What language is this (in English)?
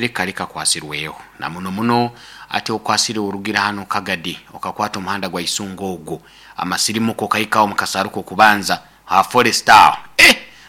Nyoro